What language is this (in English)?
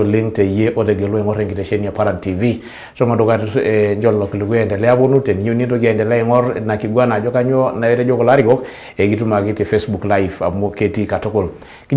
Masai